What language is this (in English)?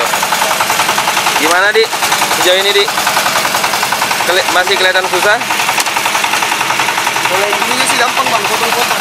Indonesian